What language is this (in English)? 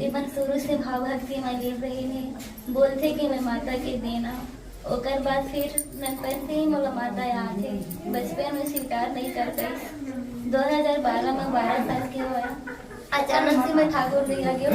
Chhattisgarhi